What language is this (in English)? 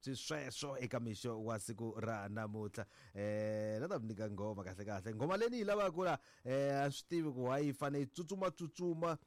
Tsonga